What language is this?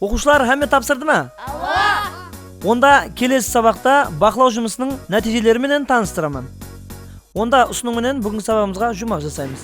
Kara-Kalpak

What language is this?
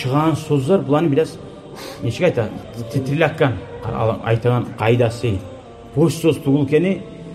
Kumyk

